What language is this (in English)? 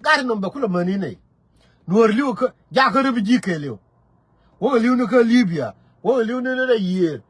Nuer